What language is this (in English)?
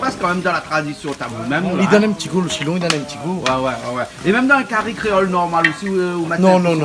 Réunion Creole French